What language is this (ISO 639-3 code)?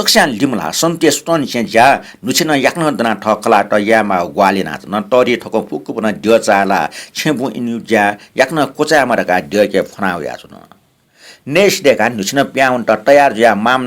new